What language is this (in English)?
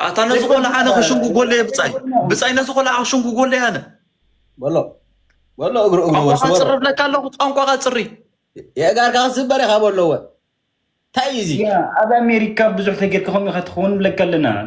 Tigrinya